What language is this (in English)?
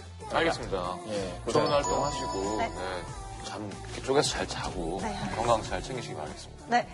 Korean